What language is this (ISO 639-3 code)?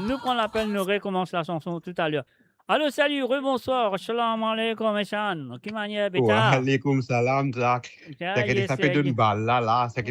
mfe